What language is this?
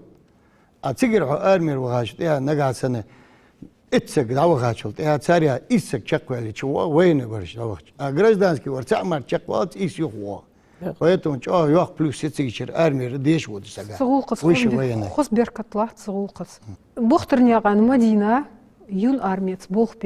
Ingush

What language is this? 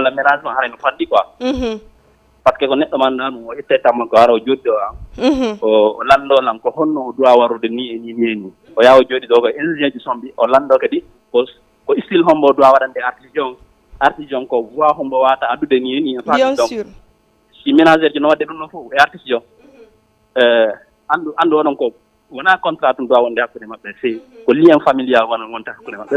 Fula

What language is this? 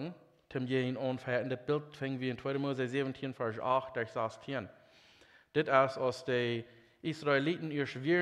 Plautdietsch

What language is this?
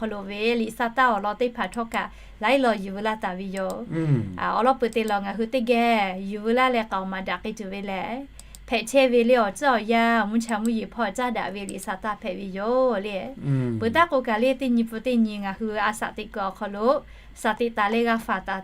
Lahu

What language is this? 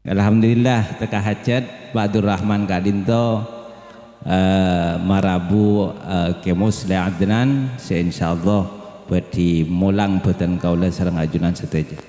Madurese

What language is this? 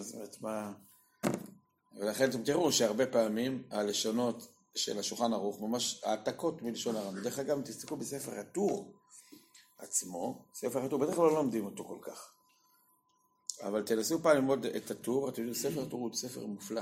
Hebrew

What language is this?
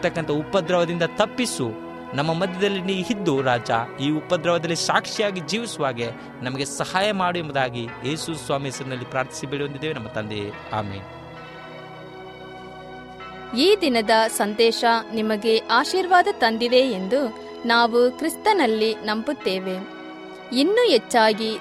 Kannada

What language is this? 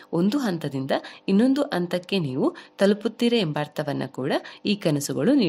Kannada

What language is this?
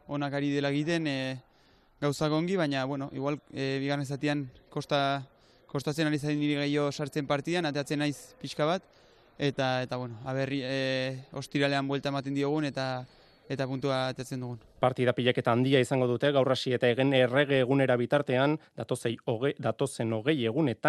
Basque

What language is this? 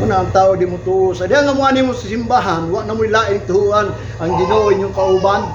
Cebuano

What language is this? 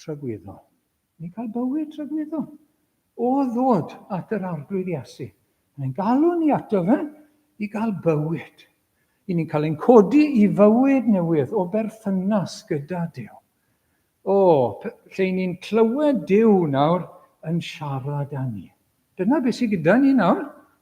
Welsh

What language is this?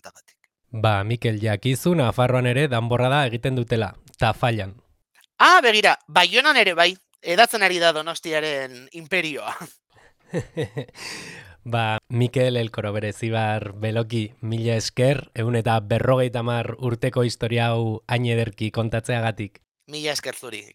Basque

